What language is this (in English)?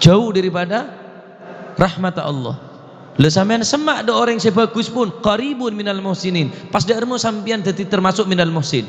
Madurese